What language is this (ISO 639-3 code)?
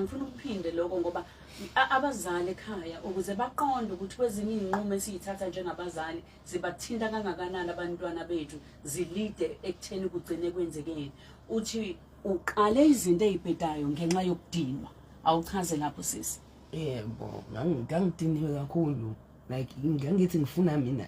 zul